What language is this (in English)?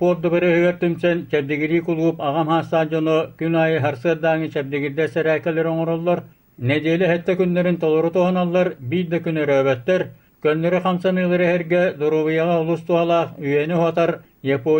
Yakut